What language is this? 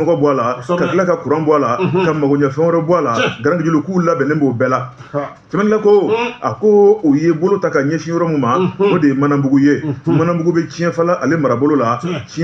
Bambara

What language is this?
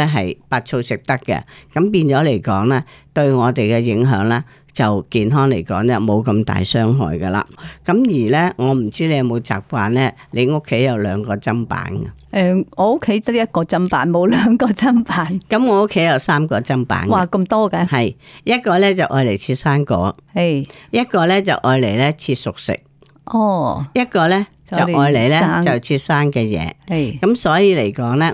Cantonese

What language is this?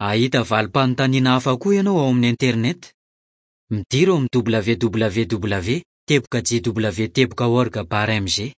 Malagasy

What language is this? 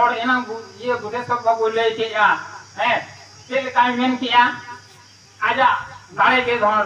Santali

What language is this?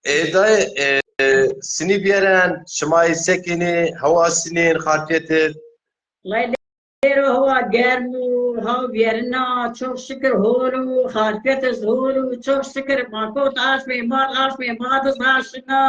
Zaza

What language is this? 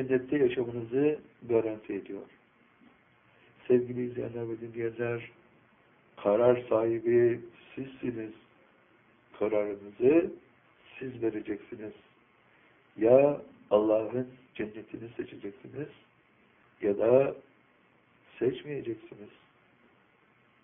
Turkish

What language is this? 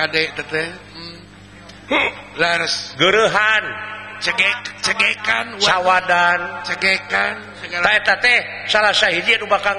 Sundanese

